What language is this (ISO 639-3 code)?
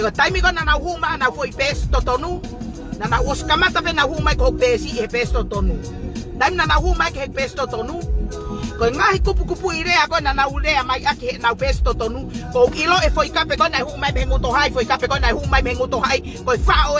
ton